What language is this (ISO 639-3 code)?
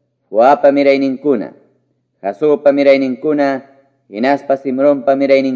que